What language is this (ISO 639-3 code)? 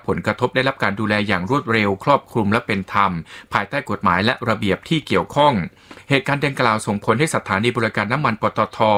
tha